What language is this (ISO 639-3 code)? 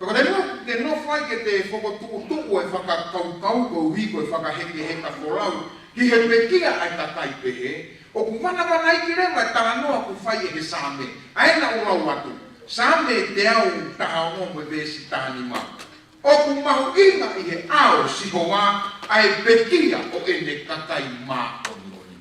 ton